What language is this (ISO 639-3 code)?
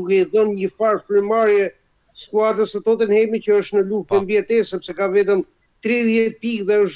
sqi